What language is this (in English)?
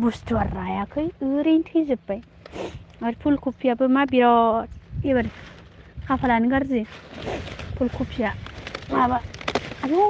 Bodo